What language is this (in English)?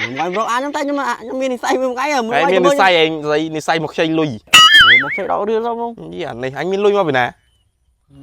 Khmer